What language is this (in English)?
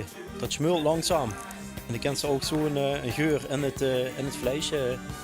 Limburgish